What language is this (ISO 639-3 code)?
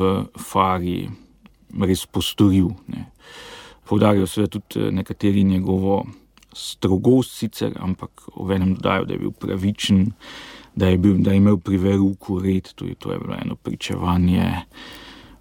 slv